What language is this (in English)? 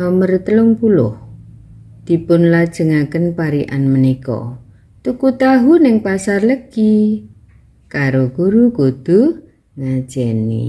Javanese